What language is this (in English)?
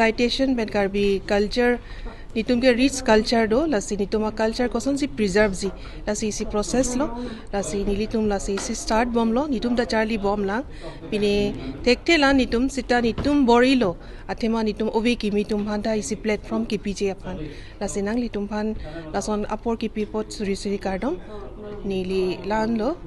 Karbi